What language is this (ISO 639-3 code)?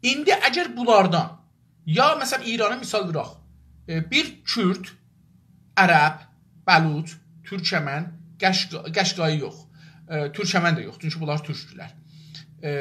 azb